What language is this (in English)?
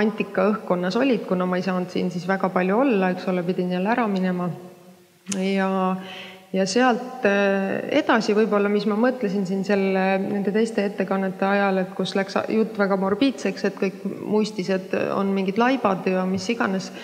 Estonian